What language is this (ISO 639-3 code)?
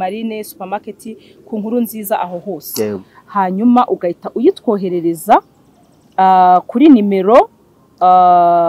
kin